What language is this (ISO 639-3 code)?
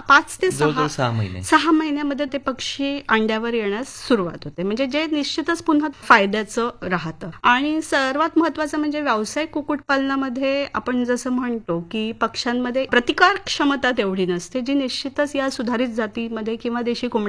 mar